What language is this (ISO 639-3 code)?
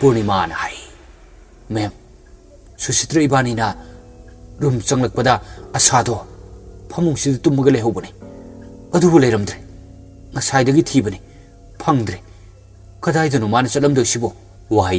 mni